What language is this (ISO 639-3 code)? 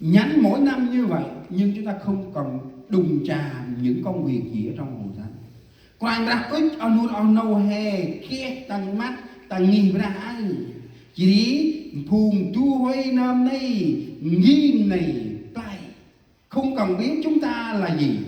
cmo